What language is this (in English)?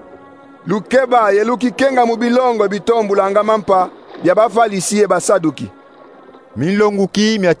Kongo